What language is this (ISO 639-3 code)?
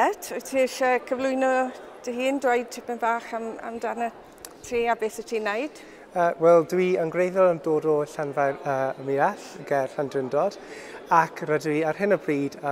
cym